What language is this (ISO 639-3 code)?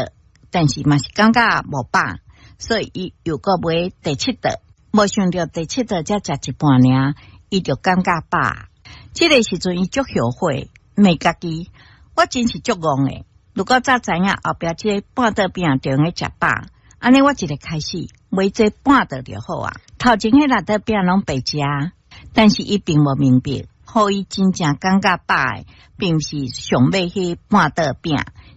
nan